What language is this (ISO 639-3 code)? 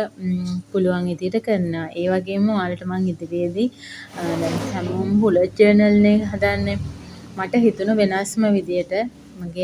sin